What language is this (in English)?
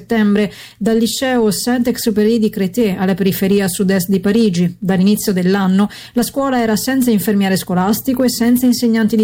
Italian